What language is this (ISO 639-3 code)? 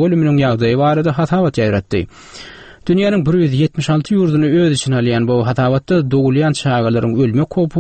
tuk